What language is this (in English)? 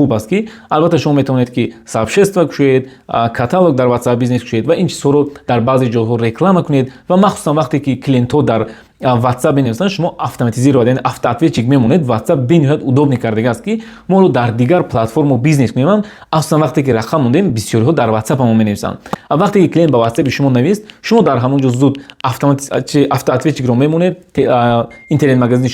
Tajik